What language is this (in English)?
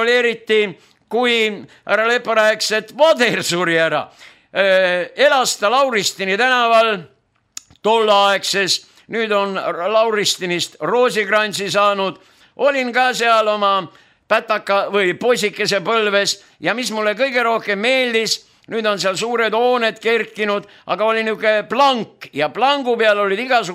Estonian